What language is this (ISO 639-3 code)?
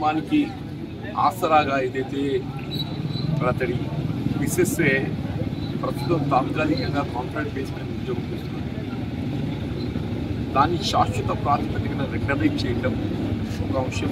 tel